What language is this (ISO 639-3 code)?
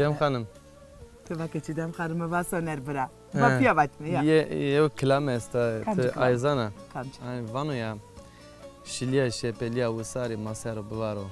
zza